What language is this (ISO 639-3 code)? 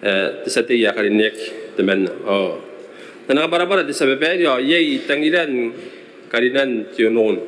gil